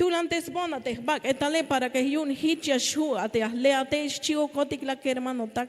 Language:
Tzeltal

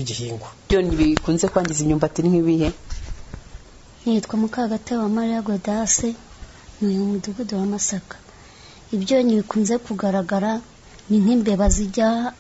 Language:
Kinyarwanda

